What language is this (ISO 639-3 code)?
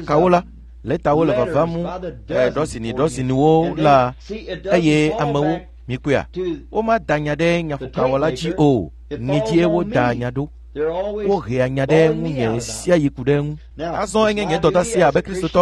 ewe